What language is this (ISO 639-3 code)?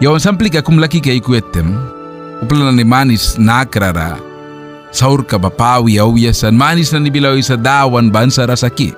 miq